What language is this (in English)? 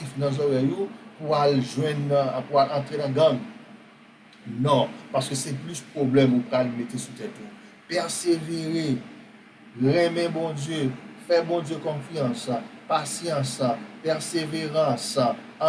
Haitian Creole